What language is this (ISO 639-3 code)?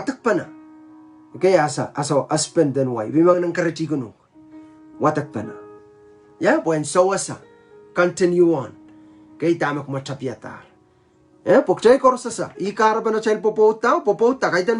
pon